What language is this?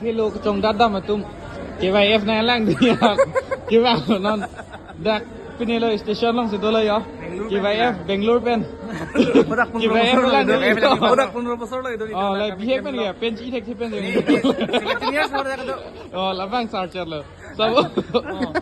Karbi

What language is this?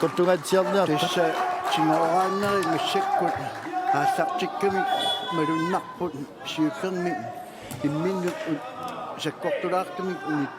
Kalaallisut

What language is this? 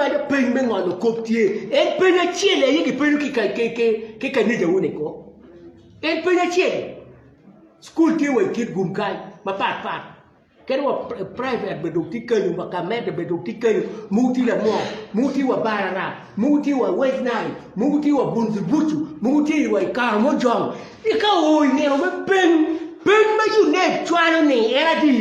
Acoli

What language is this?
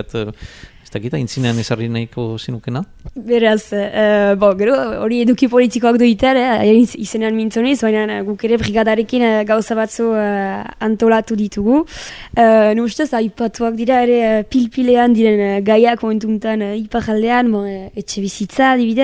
Basque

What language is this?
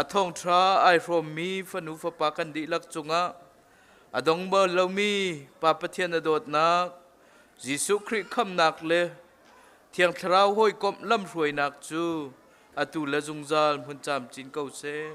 Hakha Chin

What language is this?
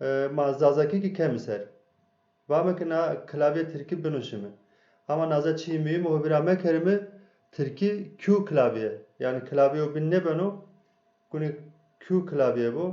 Zaza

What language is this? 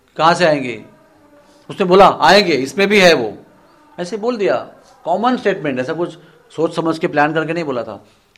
Hindi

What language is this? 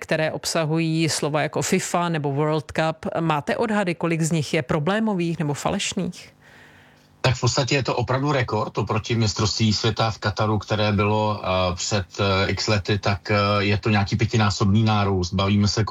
Czech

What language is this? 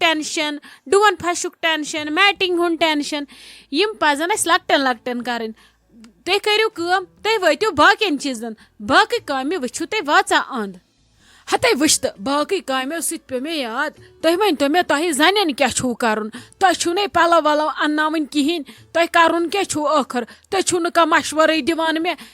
Kashmiri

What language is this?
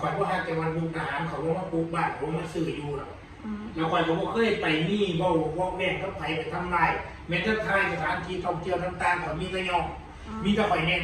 Northeastern Thai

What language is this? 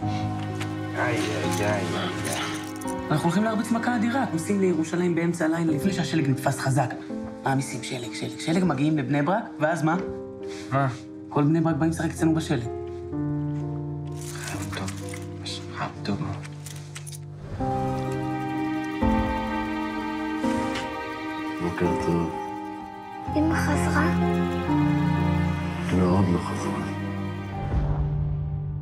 Hebrew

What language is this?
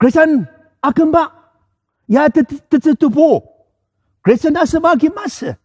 Ao Naga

